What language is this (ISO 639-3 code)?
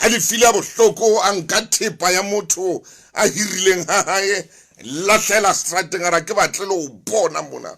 sot